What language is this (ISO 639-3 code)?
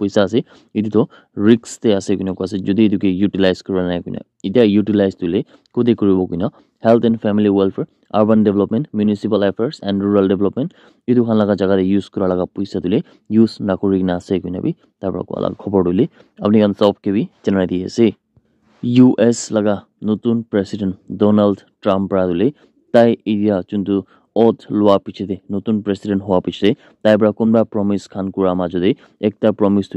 nag